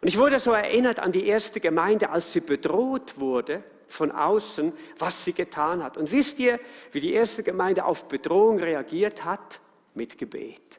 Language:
Swiss German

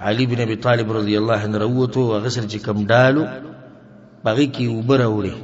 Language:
Pashto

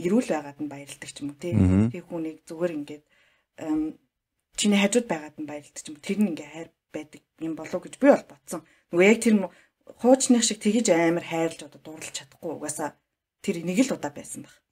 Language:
Mongolian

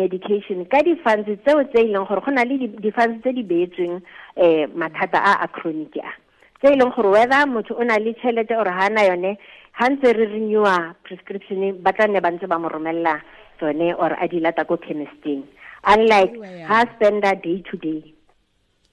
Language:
Tswana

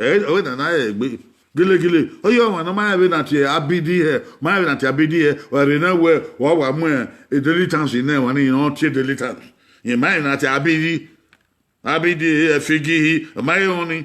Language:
Bini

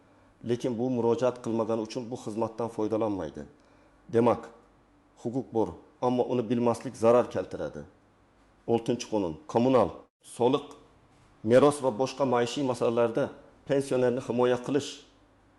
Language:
Uzbek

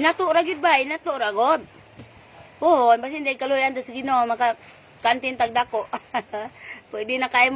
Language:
Cebuano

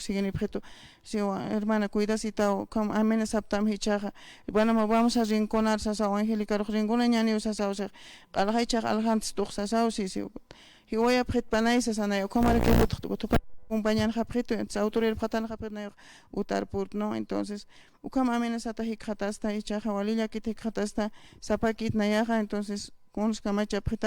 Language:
Aymara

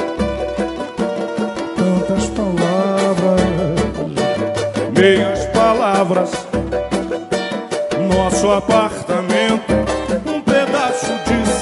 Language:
Portuguese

